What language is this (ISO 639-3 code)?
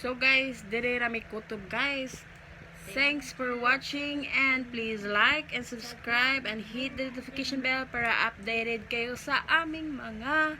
ceb